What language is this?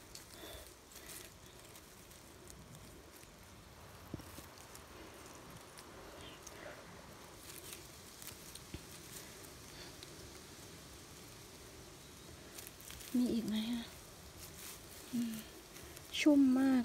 Thai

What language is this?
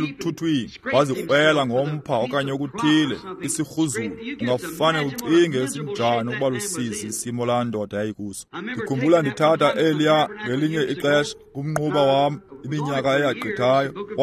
Xhosa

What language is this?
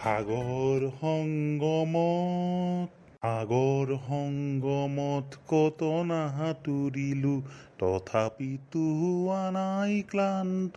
Assamese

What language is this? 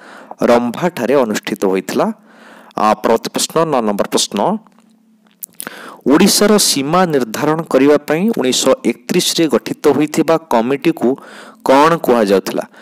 Odia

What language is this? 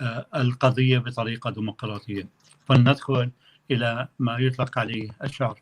North Levantine Arabic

